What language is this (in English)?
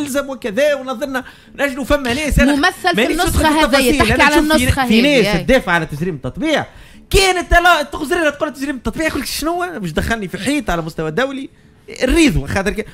Tunisian Arabic